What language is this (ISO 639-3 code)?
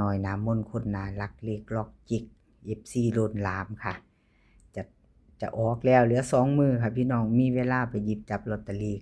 lao